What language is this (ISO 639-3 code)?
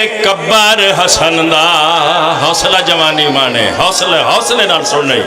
phr